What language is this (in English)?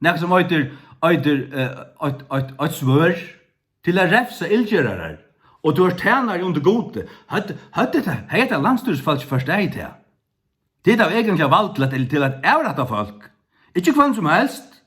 Faroese